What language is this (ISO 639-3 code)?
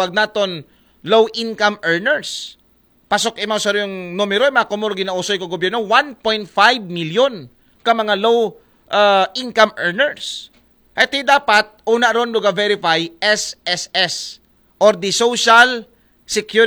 akl